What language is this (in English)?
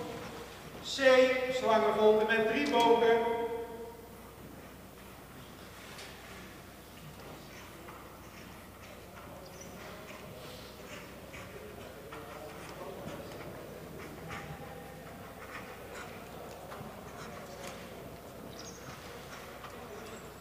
Dutch